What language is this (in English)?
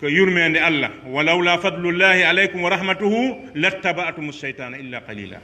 Pular